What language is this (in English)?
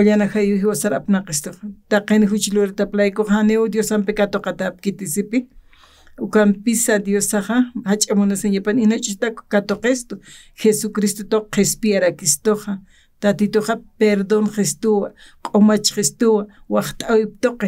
Aymara